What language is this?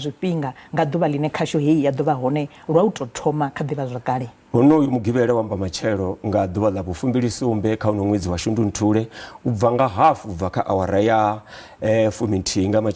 Venda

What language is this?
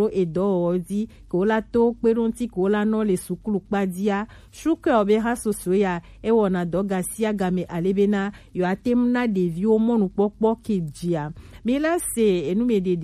Gen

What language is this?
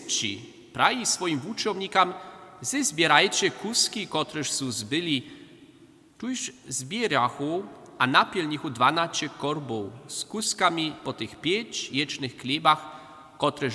Upper Sorbian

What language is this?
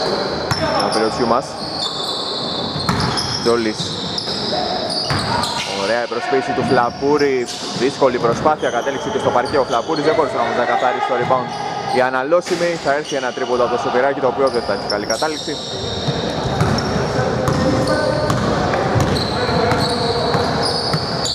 Greek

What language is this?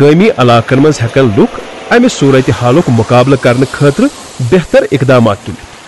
Kashmiri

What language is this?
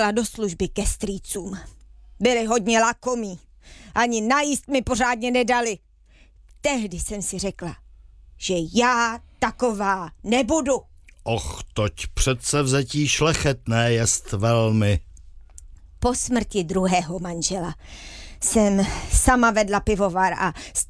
Czech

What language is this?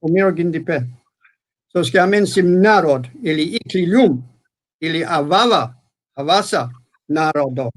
Balkan Romani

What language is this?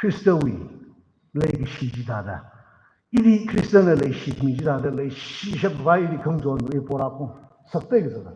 Tangkhul Naga (India)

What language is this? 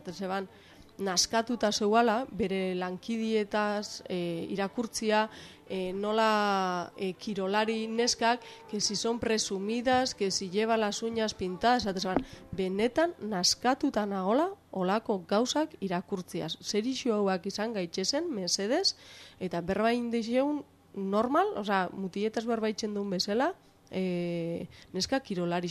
Basque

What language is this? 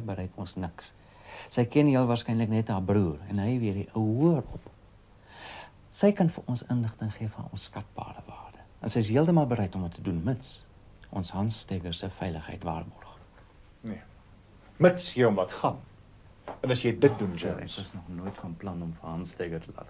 Afrikaans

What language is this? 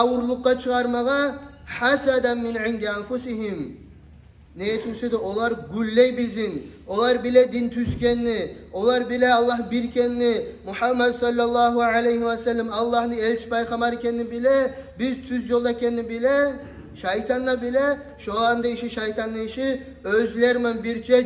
Kumyk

